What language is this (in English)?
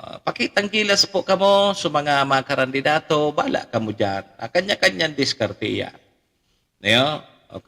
Bikol